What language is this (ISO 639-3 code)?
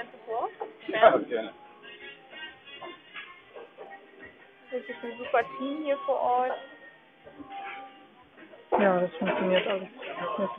deu